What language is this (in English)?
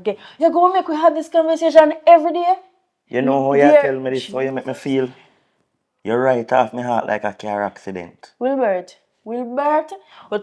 Jamaican Creole English